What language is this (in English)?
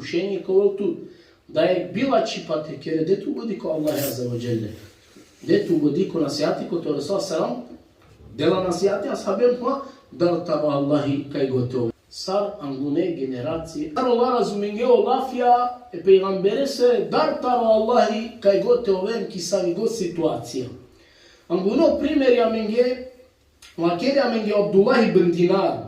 Balkan Romani